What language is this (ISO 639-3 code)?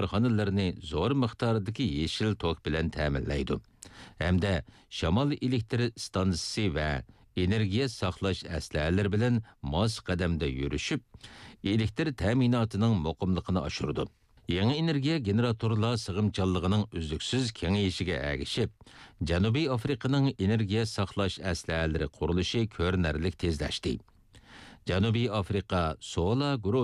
uig